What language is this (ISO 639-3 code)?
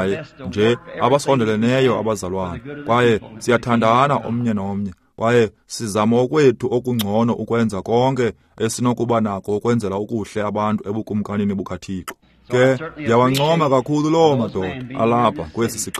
xho